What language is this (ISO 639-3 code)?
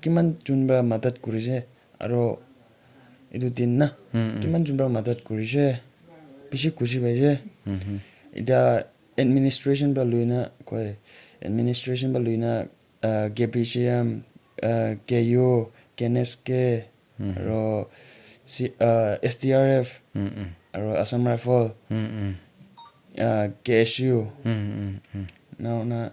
nag